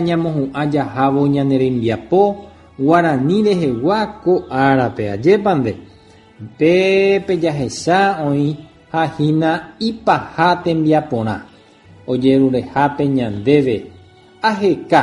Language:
Guarani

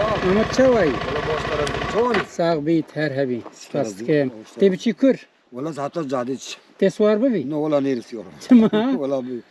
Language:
Kurdish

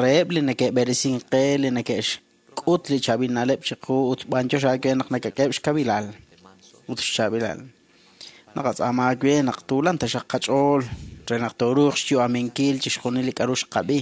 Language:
Kekchí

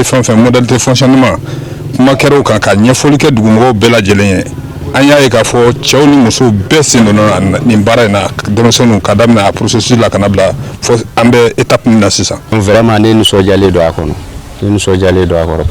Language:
Bambara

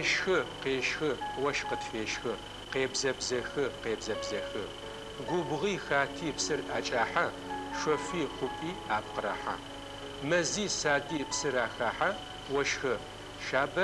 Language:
Adyghe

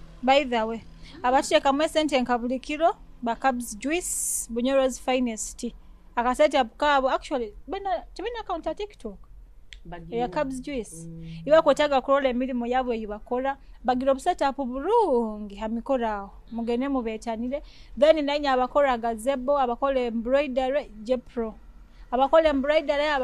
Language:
Nyoro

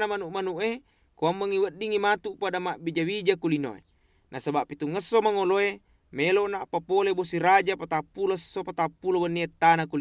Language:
Buginese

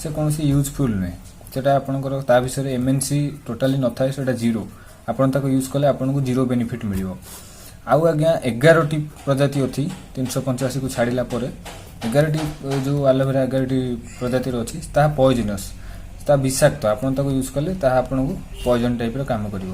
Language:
Odia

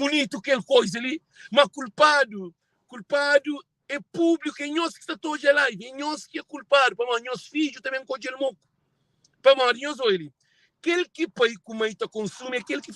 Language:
Kabuverdianu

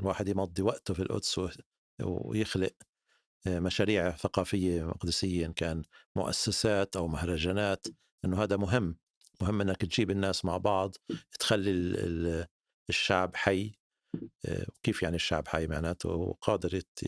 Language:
North Levantine Arabic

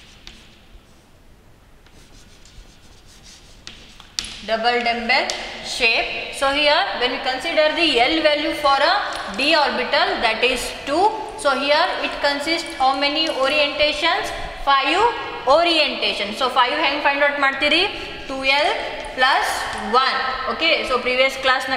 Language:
Kannada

